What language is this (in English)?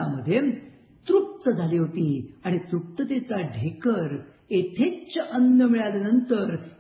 Marathi